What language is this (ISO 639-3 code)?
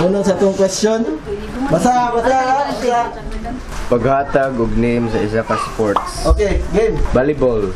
ceb